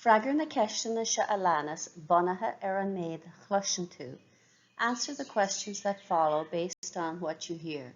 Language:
Irish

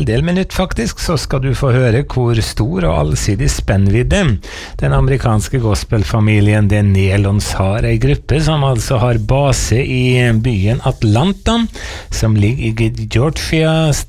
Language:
Norwegian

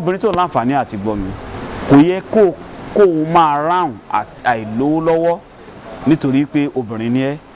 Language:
Yoruba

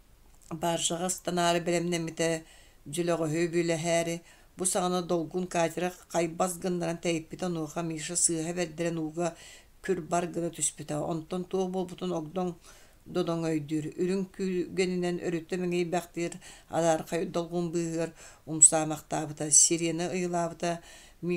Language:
Yakut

